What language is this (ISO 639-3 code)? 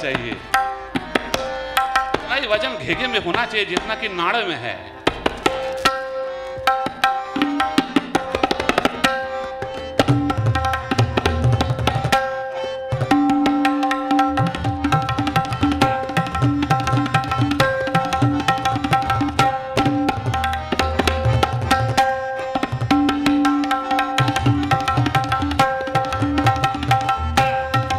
hin